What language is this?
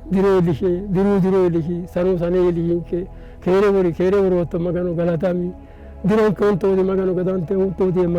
Sidamo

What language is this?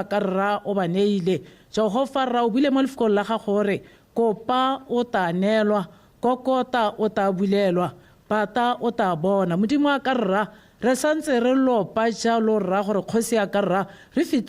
Tswana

